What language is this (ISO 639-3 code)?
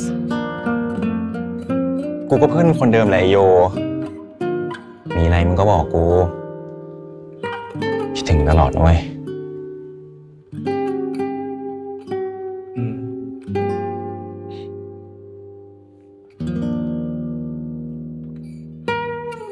tha